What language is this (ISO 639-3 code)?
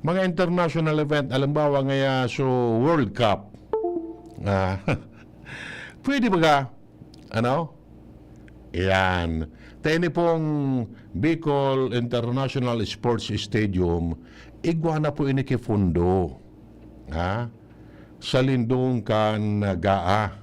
bik